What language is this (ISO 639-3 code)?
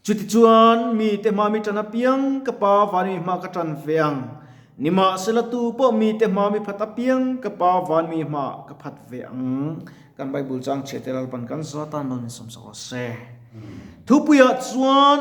lus